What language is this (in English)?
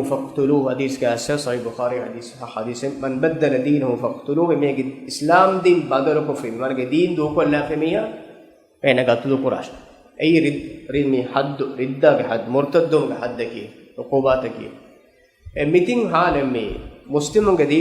Divehi